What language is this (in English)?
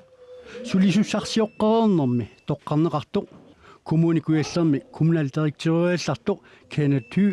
Kalaallisut